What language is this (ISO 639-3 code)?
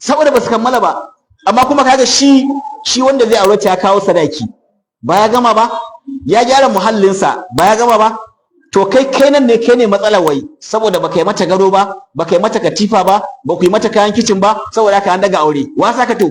hau